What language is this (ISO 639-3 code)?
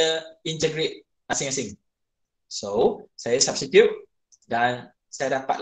msa